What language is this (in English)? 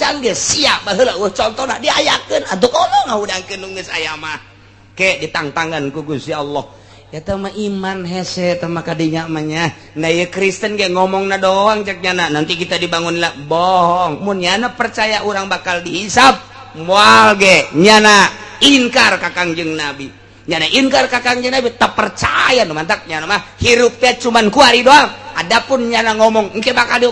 Sundanese